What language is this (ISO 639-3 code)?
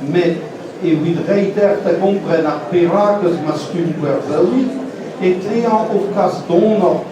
bre